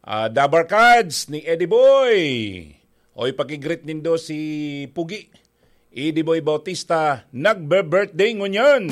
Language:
Bikol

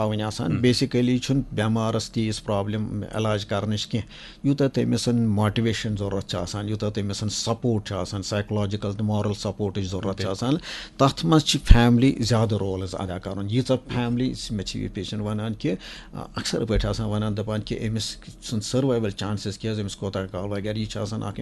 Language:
Kashmiri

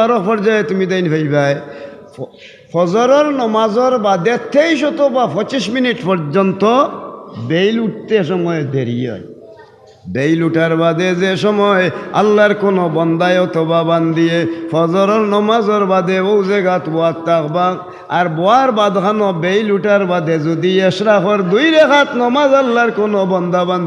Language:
Sylheti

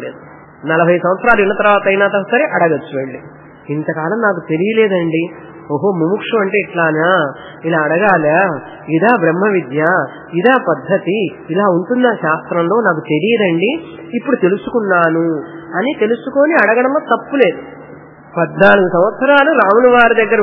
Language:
Telugu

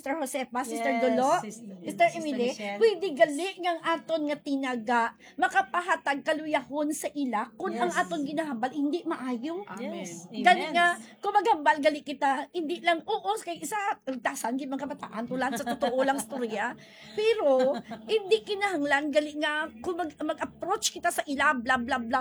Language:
Hiligaynon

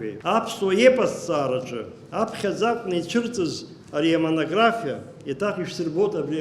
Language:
Abkhazian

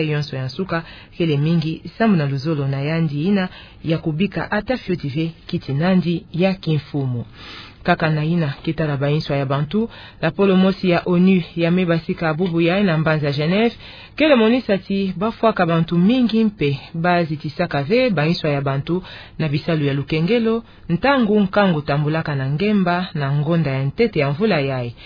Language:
Kituba (Democratic Republic of Congo)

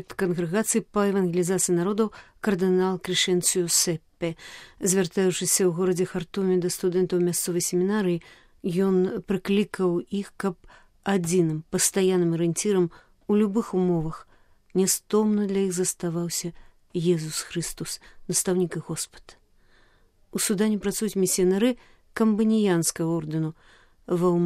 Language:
Belarusian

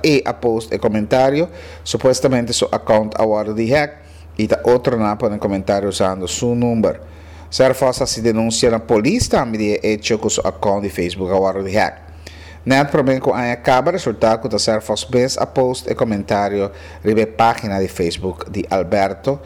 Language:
Papiamento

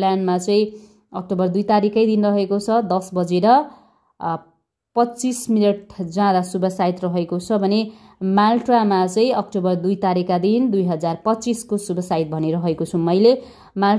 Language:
Nepali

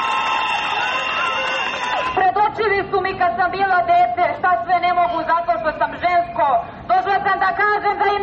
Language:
Serbian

